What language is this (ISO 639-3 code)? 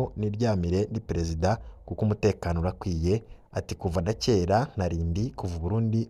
run